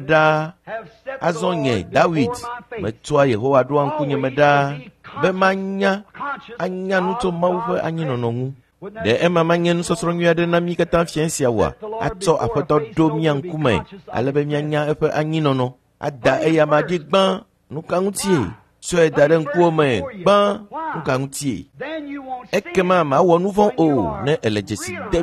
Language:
Ewe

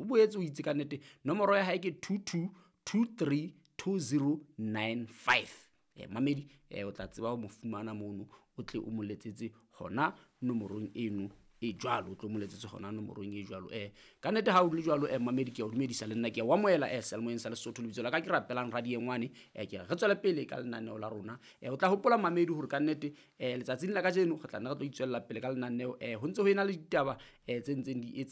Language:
Southern Sotho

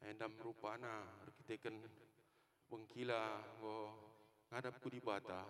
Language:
Batak Karo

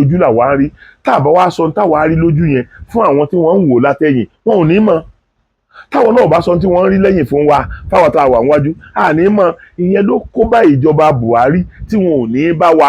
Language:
Yoruba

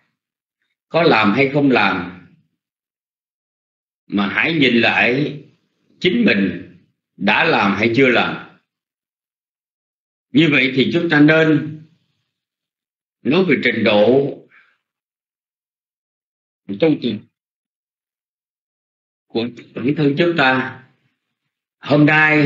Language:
Vietnamese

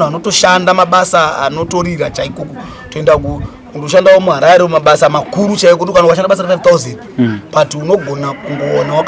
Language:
Shona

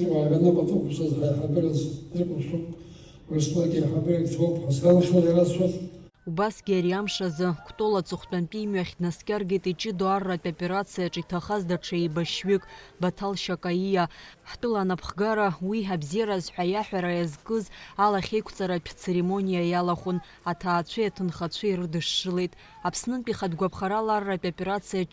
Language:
Abkhazian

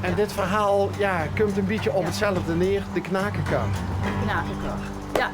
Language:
Limburgish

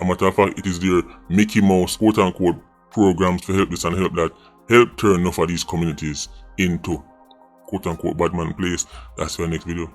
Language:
Jamaican Creole English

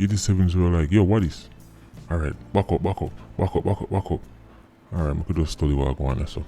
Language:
Jamaican Creole English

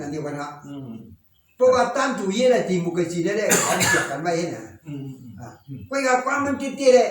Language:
Shan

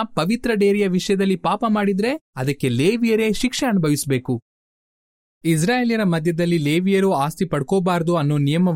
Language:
Kannada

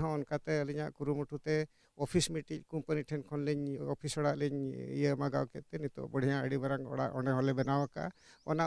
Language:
Santali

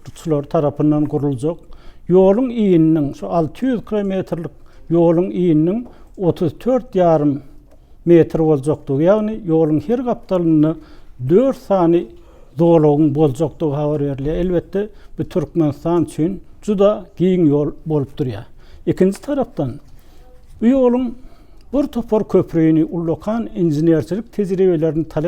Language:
Turkmen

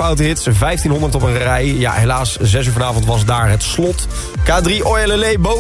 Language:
Dutch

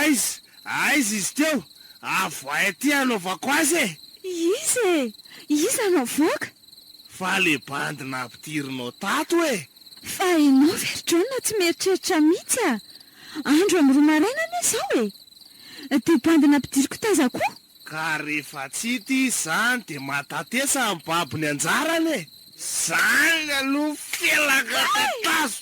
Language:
Malagasy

